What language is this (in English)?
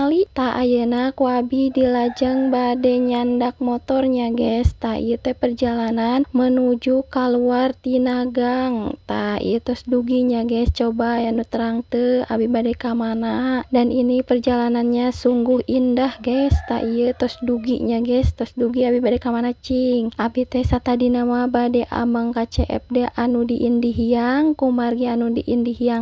Sundanese